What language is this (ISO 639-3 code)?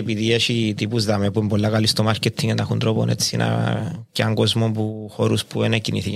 ell